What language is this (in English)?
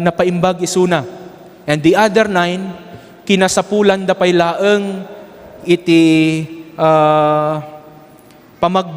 Iloko